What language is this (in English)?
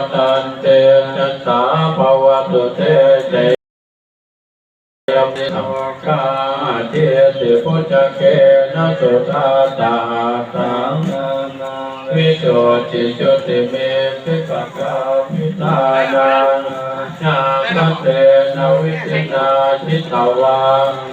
Pali